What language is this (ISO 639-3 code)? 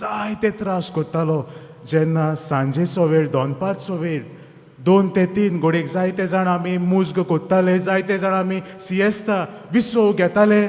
kok